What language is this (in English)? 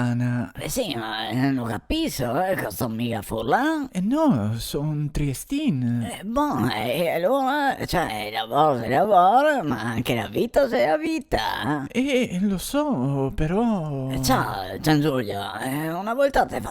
Venetian